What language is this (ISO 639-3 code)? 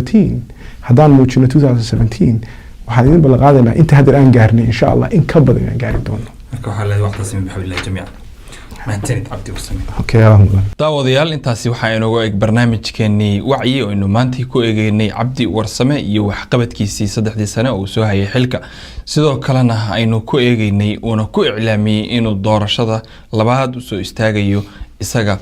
som